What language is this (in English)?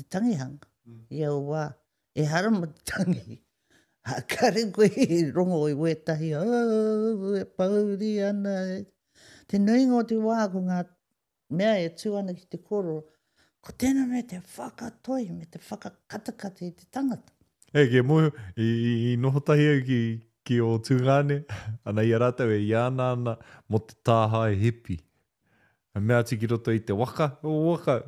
Māori